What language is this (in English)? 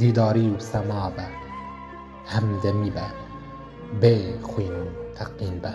Kurdish